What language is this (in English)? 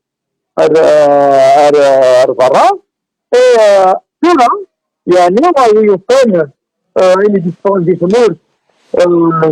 Kabyle